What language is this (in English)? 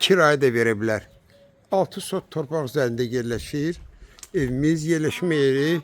Azerbaijani